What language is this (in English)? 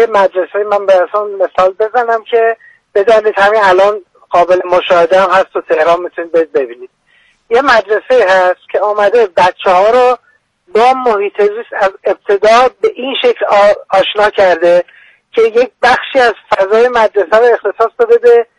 Persian